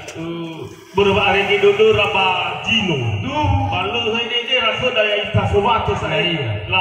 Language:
Nias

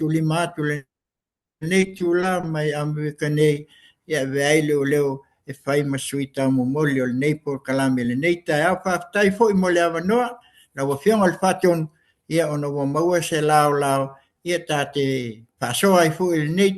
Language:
Samoan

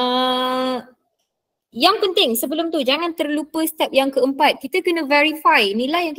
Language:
Malay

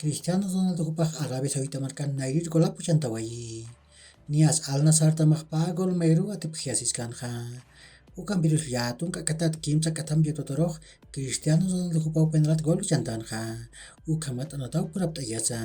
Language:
Aymara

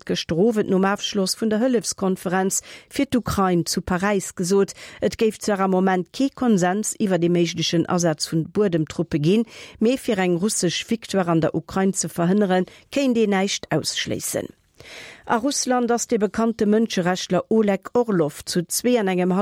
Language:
Luxembourgish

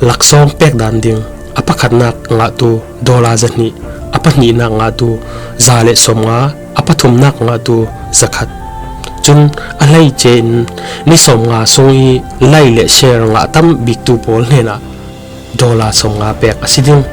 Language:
Falam Chin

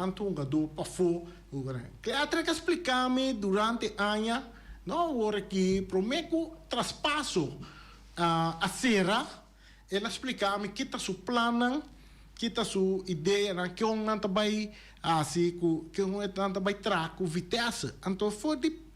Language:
Papiamento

